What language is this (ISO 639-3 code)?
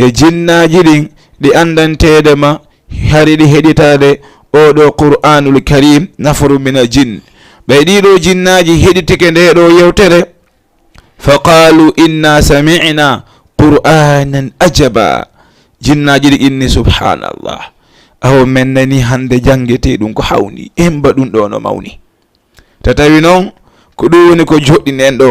ful